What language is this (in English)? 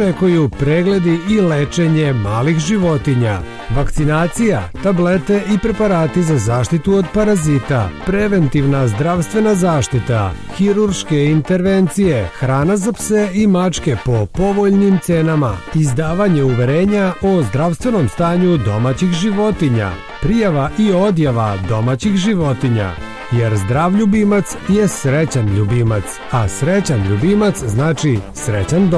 Serbian